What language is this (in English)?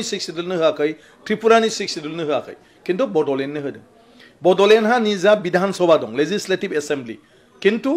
Bodo